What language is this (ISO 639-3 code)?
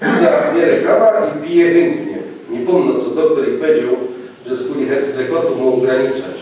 szl